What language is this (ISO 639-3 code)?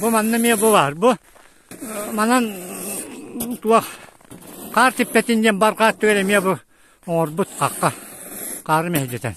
sah